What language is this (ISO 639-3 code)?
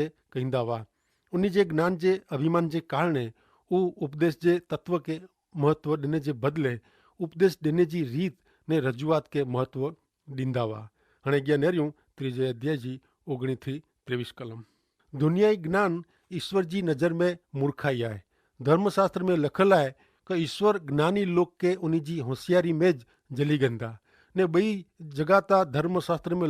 kfr